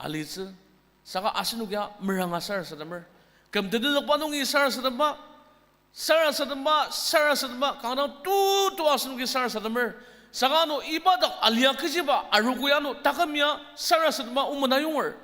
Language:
Ao Naga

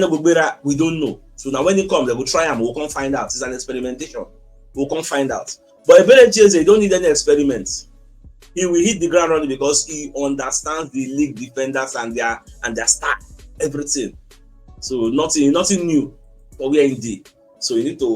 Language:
Nigerian Pidgin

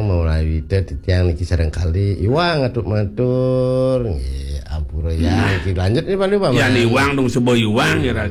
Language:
Balinese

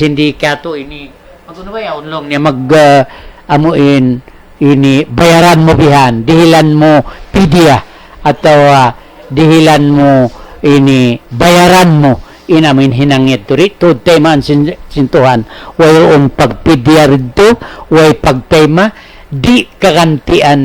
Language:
Tausug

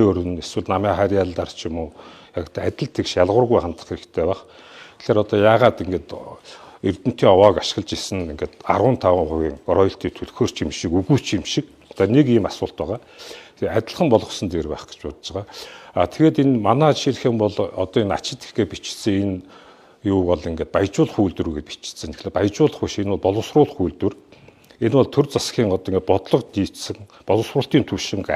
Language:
Mongolian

